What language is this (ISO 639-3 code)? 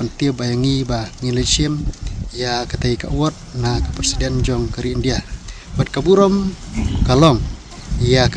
kha